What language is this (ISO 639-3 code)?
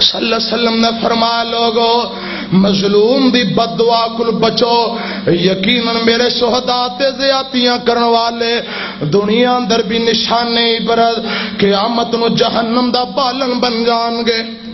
lah